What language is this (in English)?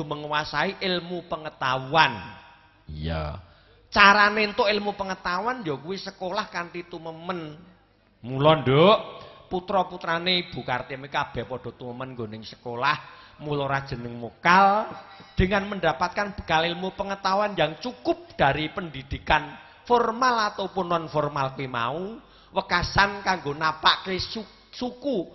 Javanese